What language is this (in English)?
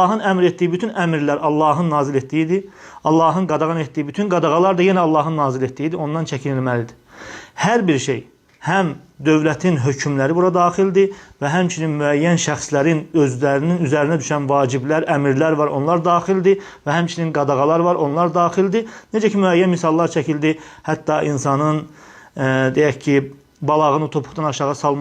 Azerbaijani